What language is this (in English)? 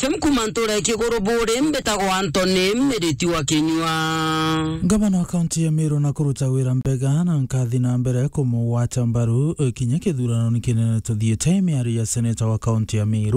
Meru